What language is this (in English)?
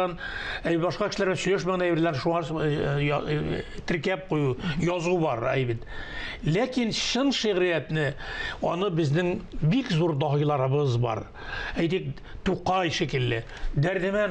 Tatar